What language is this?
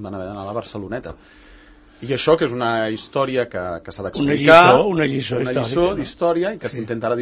Catalan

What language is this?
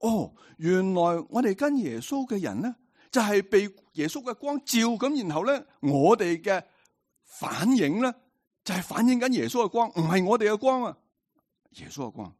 Cantonese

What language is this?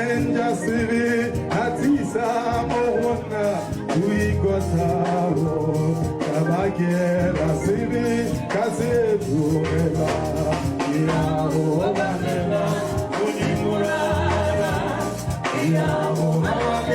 Tswana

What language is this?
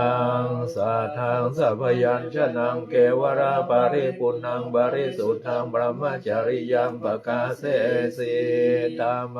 Pali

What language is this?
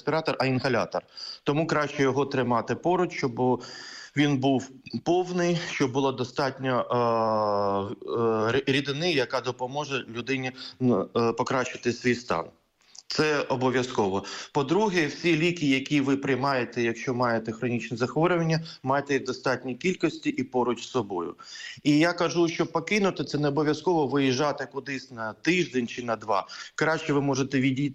Ukrainian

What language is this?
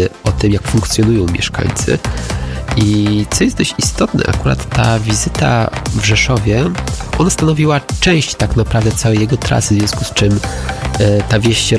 Polish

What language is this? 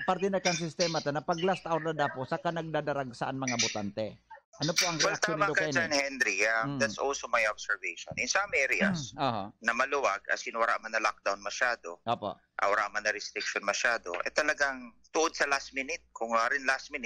Bikol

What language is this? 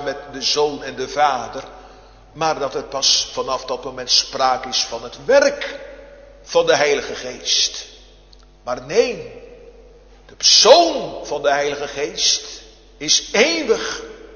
Dutch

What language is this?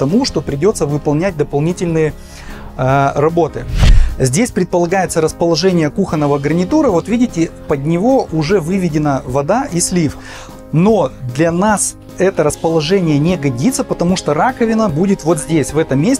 Russian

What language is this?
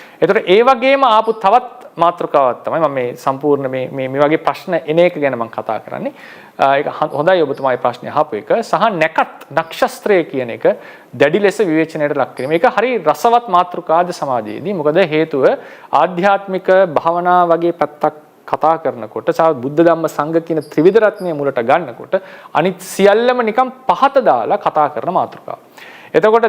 Sinhala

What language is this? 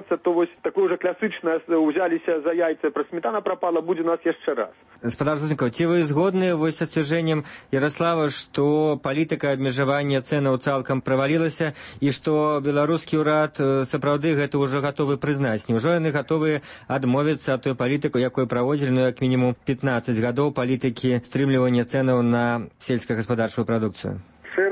Belarusian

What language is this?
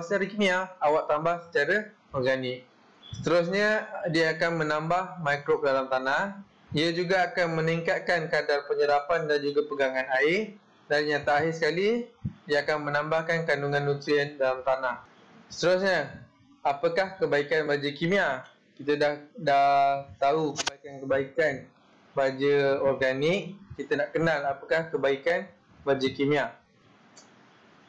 Malay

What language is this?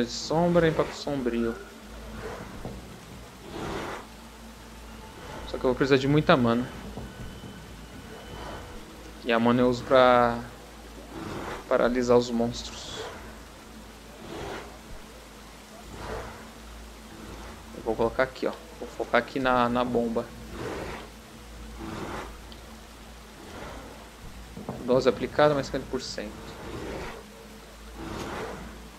Portuguese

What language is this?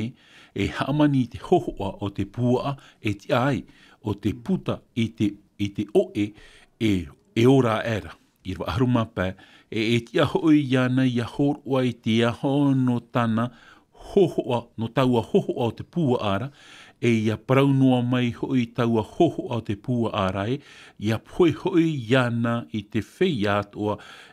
Tahitian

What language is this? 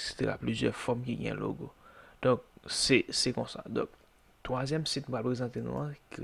Haitian Creole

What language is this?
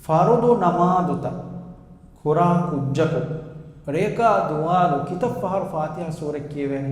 Divehi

